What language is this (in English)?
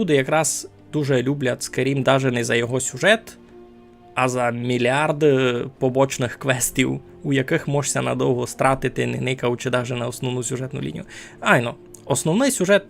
Rusyn